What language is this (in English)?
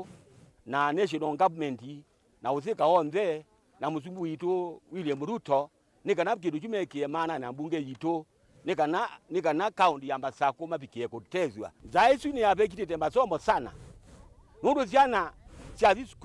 Kamba